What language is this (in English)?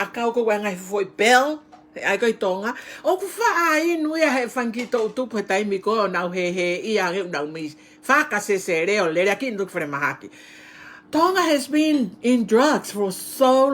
Tongan